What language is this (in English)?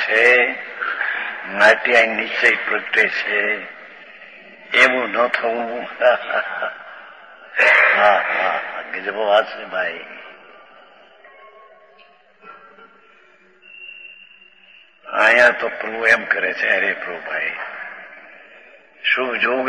Gujarati